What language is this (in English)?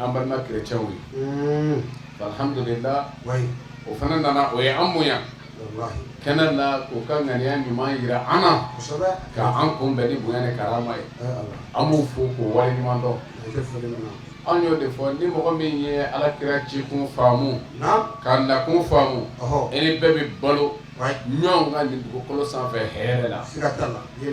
Bambara